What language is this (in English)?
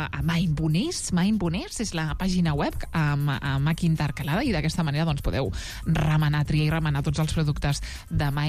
Catalan